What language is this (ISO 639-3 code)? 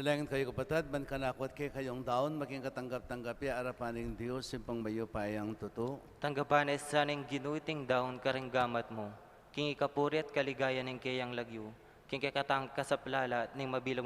pam